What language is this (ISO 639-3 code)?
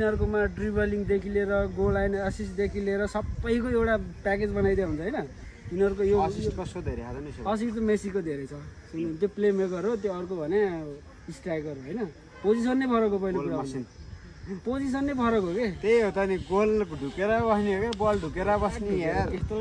nep